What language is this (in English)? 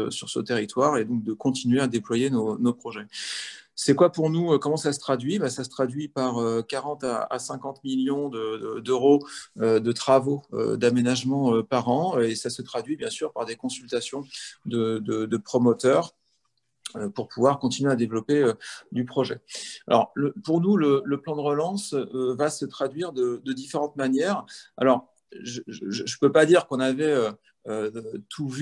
French